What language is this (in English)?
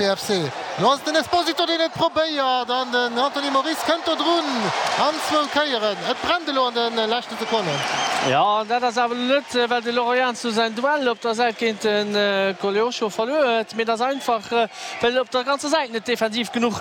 Luxembourgish